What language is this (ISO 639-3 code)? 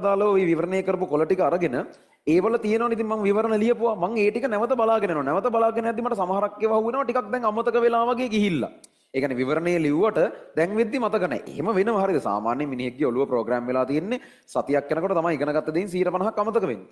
sin